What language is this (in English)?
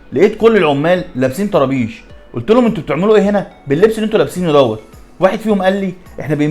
Egyptian Arabic